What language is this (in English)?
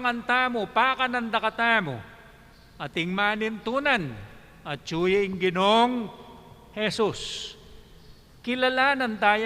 Pampanga